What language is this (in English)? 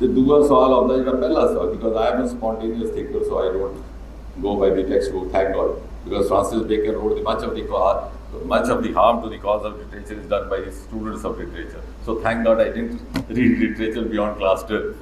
Dogri